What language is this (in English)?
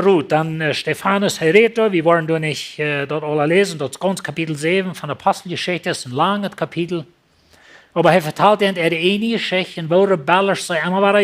Plautdietsch